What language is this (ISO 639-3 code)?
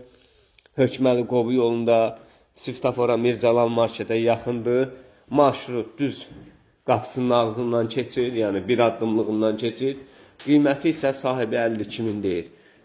aze